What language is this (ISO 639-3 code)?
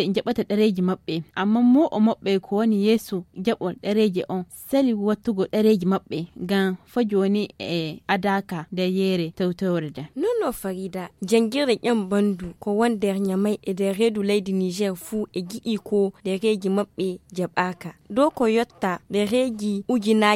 ful